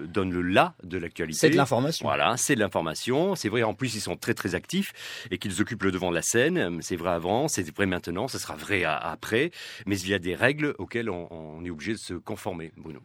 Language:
French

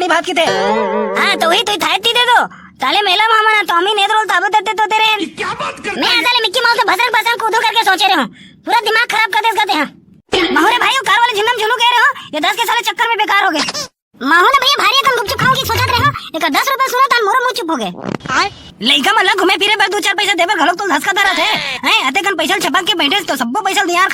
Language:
Chhattisgarhi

